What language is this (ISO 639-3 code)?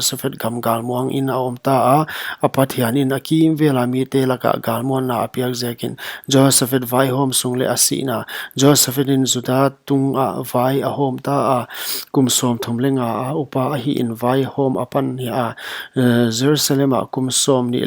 pck